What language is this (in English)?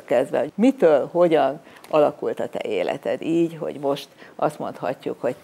Hungarian